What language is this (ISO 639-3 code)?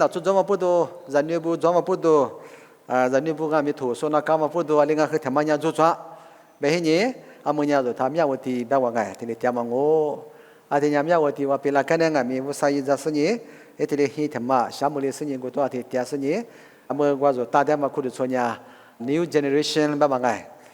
lis